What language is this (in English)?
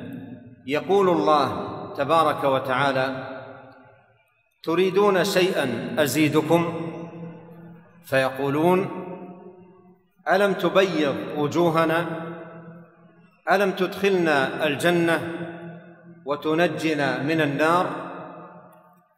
Arabic